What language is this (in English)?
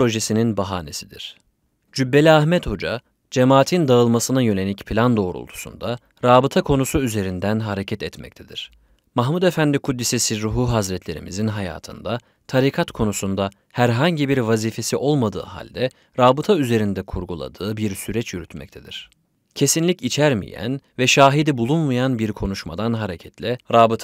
Turkish